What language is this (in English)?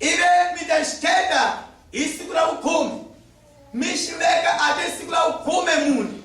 Tsonga